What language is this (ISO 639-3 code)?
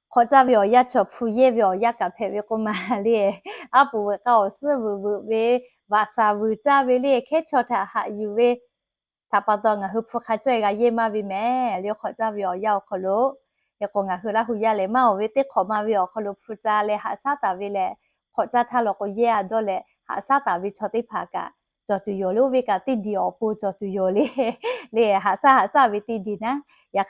lhu